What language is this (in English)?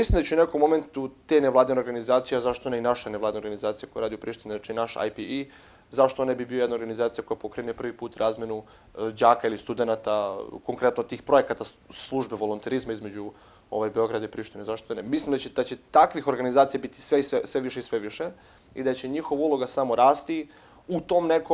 Serbian